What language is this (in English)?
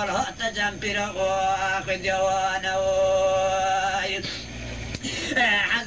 Persian